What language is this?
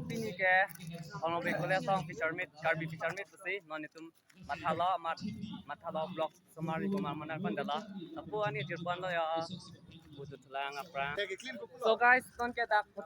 Karbi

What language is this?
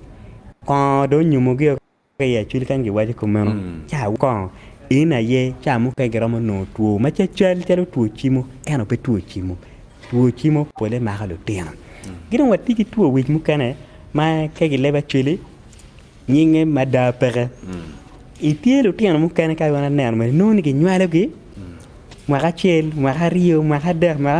Acoli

